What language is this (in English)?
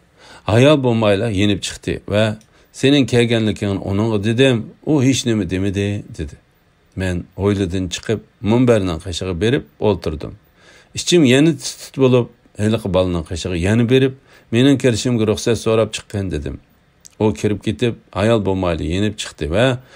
Uyghur